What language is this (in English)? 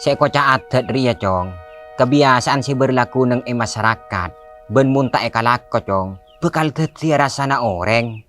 Madurese